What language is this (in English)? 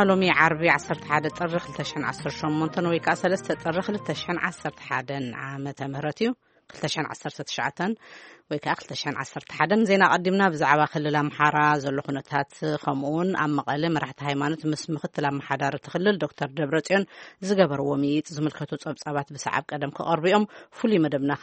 Tigrinya